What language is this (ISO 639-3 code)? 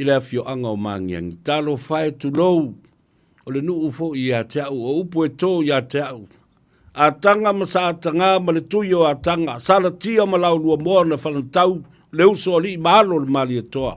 smo